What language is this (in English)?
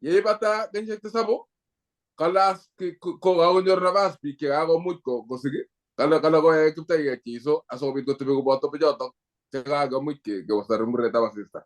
Kalenjin